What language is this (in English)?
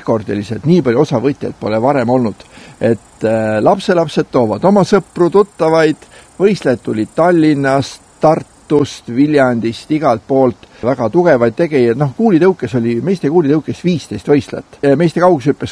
Estonian